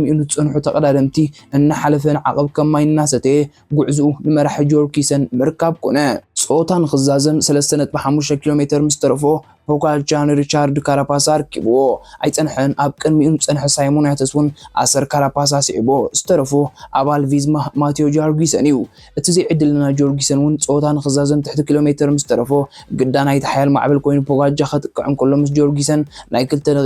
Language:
Tigrinya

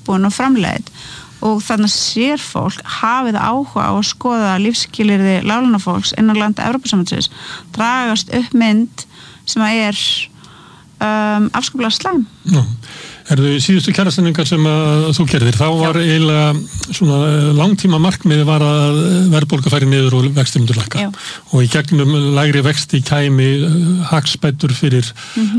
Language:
Icelandic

